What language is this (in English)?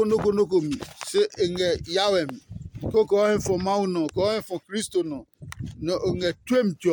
Adangme